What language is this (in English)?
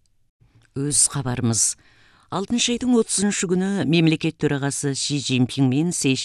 Kazakh